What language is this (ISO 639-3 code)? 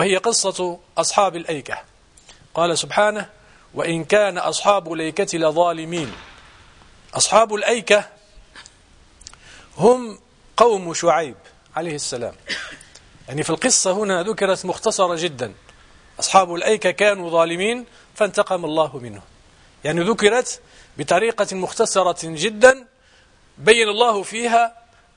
ara